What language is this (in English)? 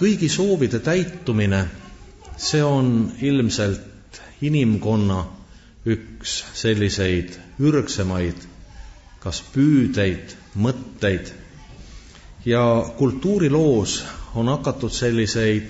Estonian